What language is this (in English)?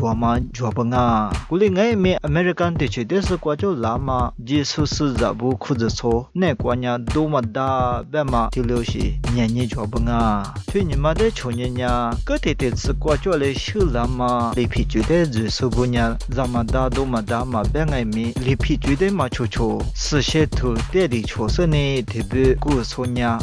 Lisu